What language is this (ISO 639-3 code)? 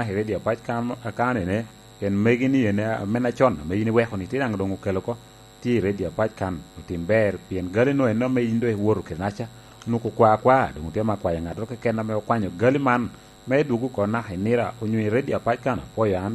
laj